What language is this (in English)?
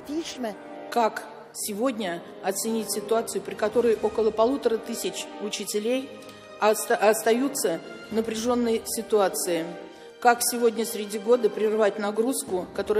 Russian